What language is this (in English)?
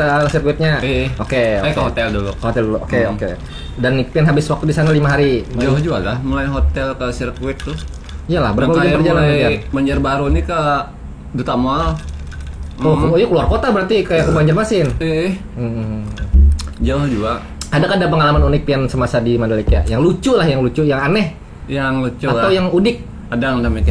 Banjar